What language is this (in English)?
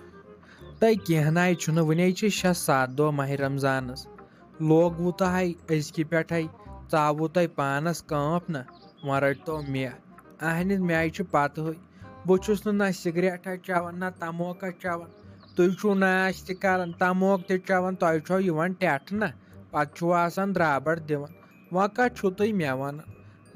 Kashmiri